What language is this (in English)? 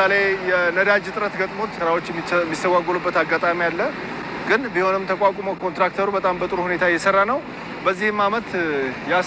Amharic